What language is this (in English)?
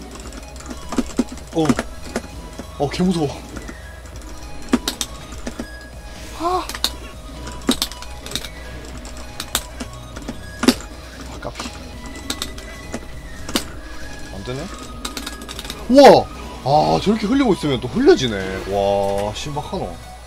Korean